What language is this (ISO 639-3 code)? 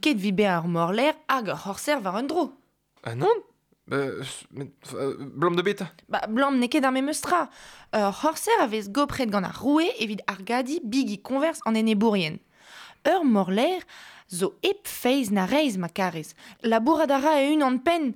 bre